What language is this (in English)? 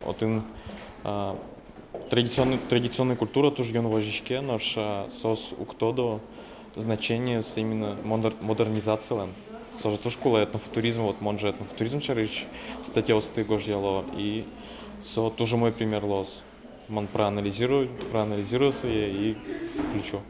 Udmurt